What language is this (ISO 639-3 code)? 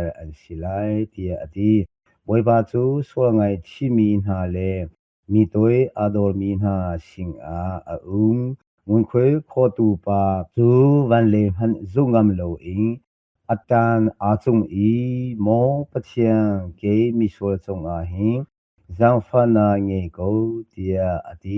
cnh